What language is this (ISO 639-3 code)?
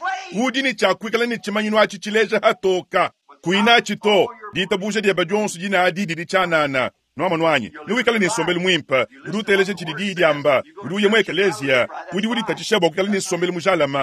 lua